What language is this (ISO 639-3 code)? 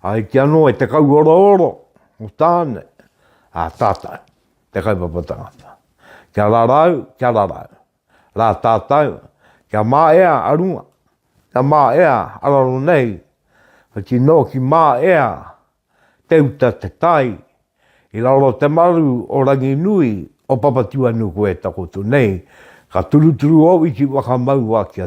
mri